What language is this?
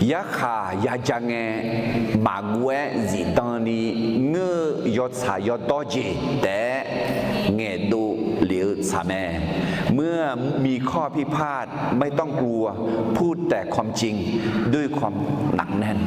Akha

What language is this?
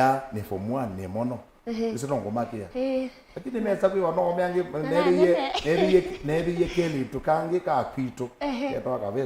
Kamba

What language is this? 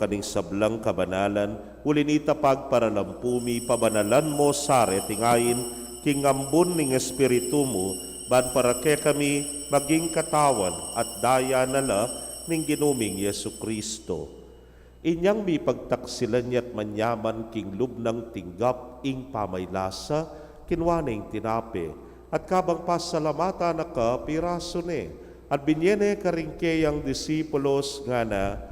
Pampanga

